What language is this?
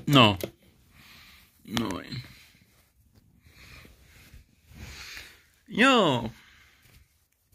Finnish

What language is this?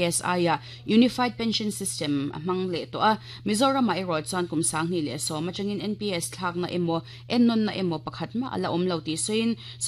Mizo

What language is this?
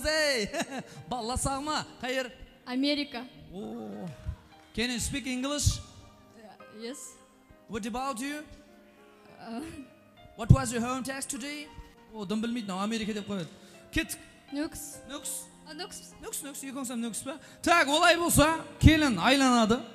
Kara-Kalpak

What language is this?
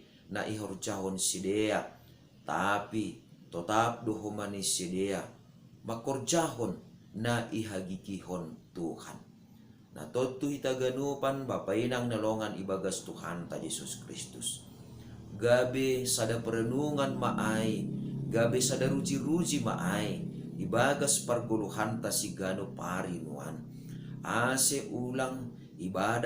Batak Simalungun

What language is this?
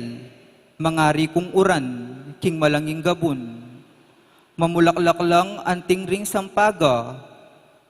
Pampanga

